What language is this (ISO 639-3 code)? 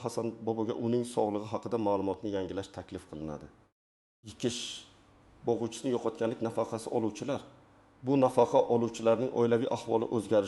uzb